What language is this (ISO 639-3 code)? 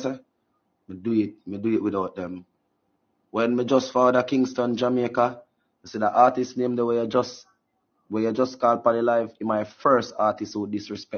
jam